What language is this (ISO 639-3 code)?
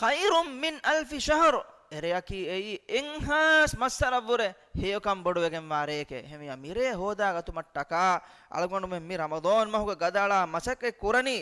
div